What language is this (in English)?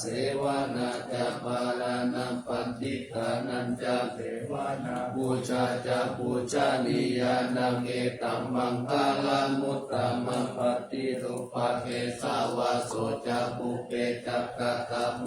Pali